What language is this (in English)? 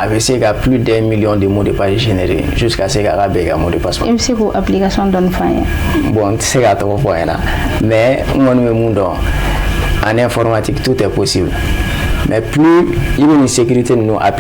Bambara